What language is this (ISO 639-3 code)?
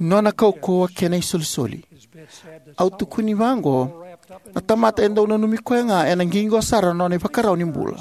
fij